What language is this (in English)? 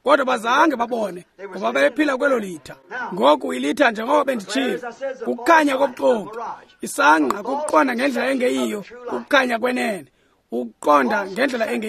Xhosa